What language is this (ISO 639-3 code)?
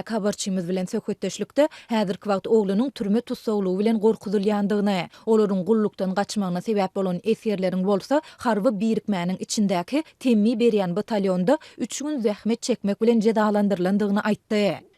tuk